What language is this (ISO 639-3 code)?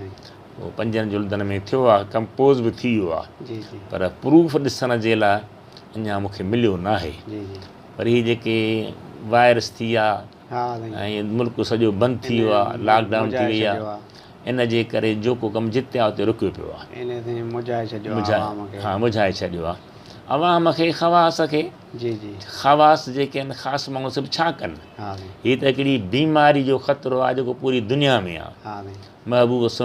snd